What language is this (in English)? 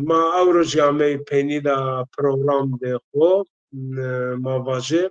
Zaza